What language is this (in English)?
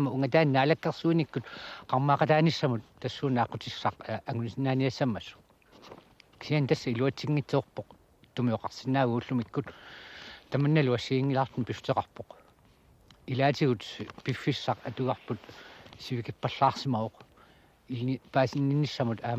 Kalaallisut